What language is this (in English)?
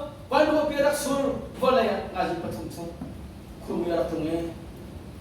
Hakha Chin